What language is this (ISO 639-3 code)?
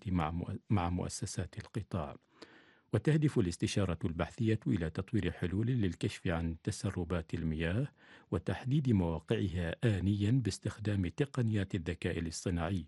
ara